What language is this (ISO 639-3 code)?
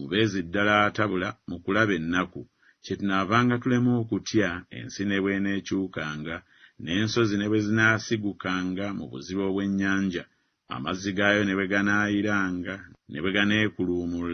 lug